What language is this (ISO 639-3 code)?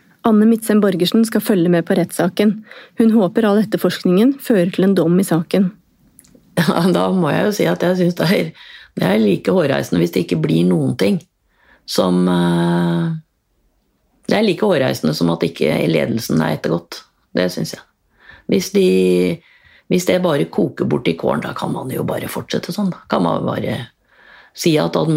nor